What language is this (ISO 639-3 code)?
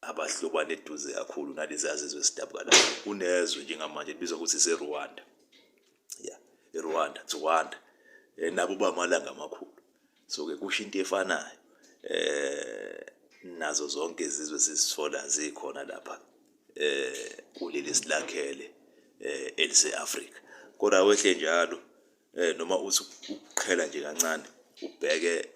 zul